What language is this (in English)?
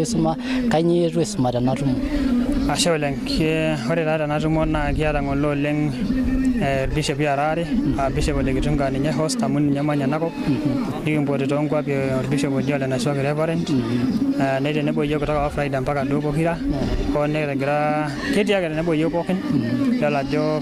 Masai